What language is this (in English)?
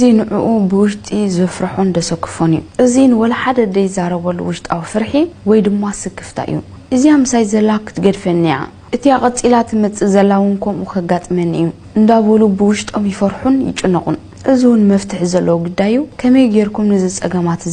Tigrinya